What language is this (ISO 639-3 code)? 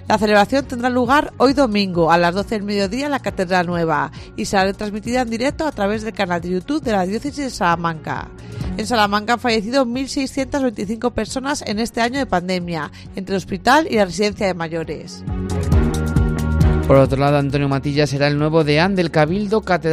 spa